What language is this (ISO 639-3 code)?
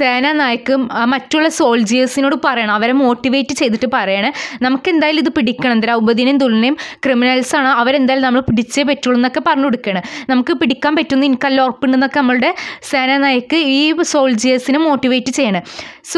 mal